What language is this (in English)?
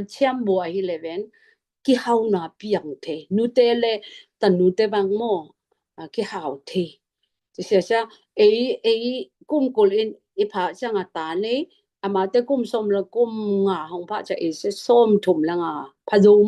Tedim Chin